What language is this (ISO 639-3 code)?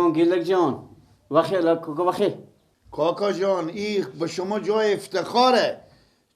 fas